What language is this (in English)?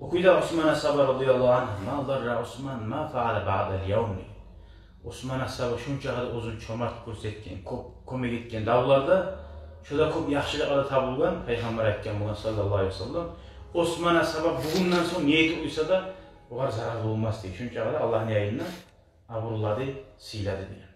Kumyk